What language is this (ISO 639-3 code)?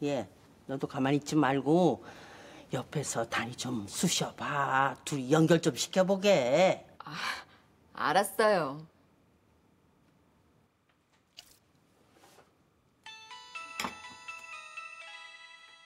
kor